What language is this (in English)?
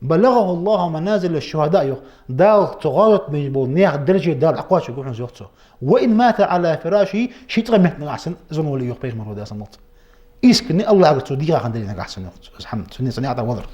Ingush